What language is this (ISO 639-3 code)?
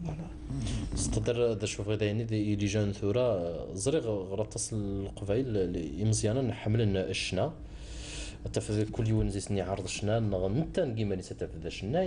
kab